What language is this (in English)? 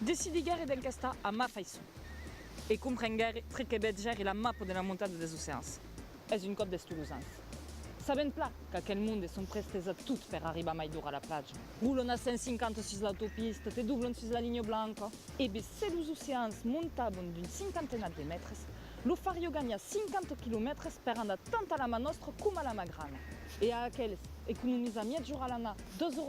Occitan